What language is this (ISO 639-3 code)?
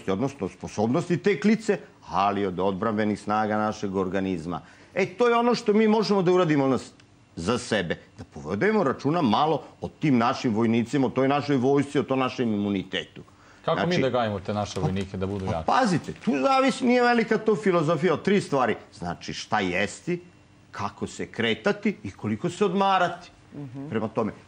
srp